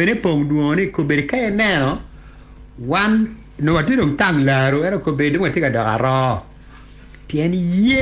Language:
Acoli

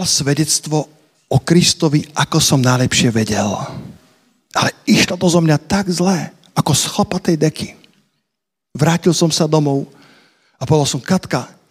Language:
Slovak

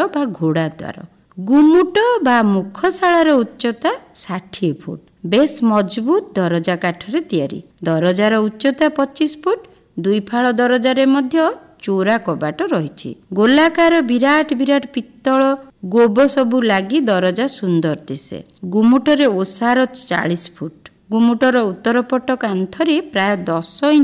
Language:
Odia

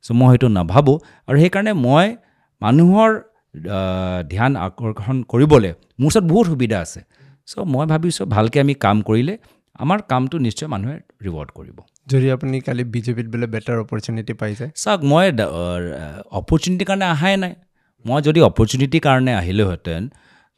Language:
Assamese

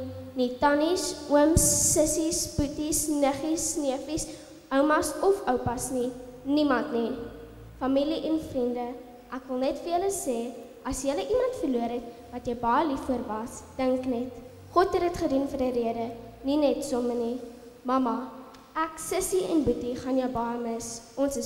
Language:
Afrikaans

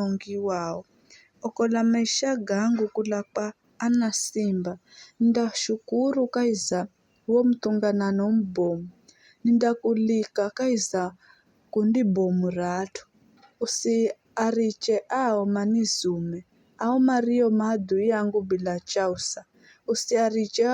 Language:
Giryama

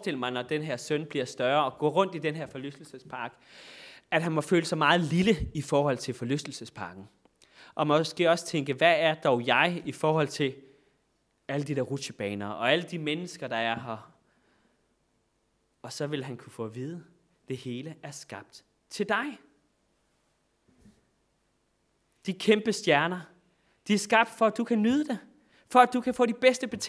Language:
Danish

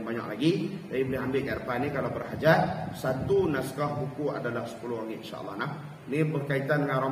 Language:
Malay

